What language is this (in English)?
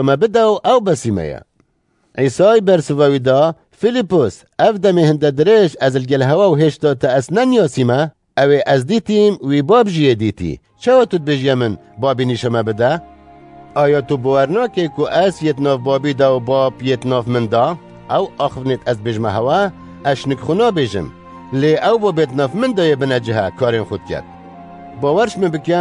Kurdish